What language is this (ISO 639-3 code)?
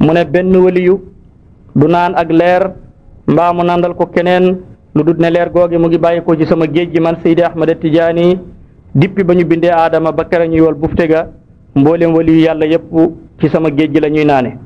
wol